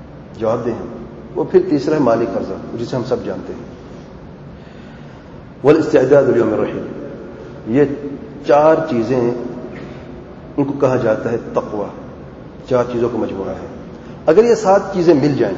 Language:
Urdu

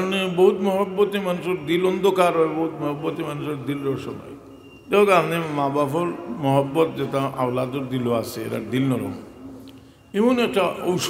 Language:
Sylheti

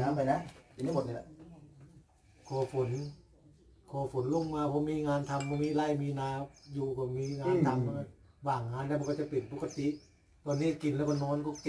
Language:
Thai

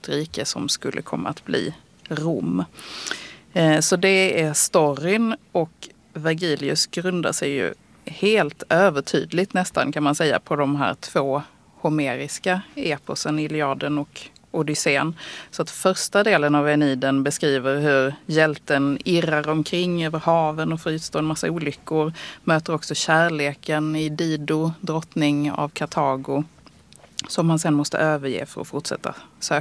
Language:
Swedish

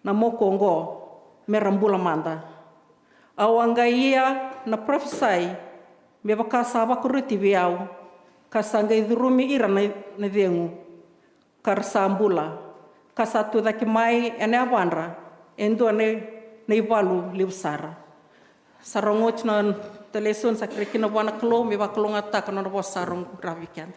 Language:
Fijian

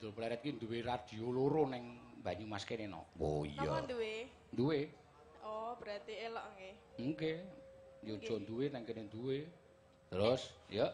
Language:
Javanese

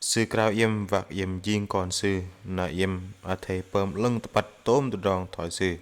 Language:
Bahnar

